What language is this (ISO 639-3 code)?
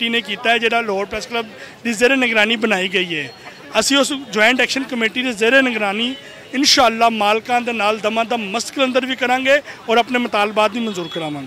lah